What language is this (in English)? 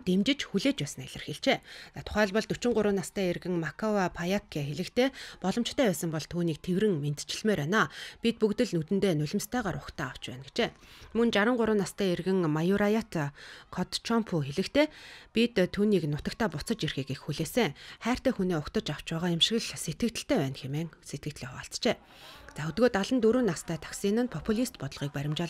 Mongolian